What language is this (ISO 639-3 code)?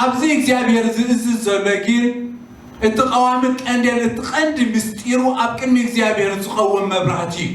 tir